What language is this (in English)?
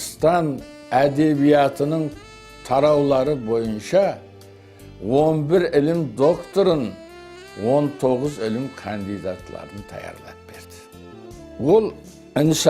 Kara-Kalpak